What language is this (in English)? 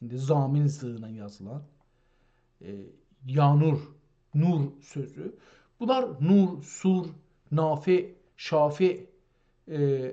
South Azerbaijani